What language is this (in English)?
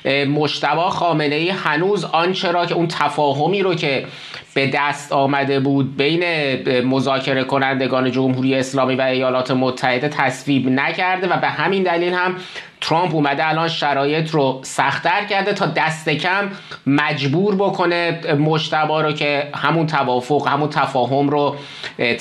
Persian